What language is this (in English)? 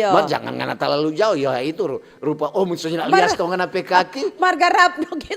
Manado Malay